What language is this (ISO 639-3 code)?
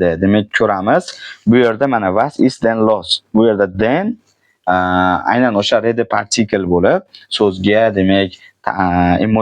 uzb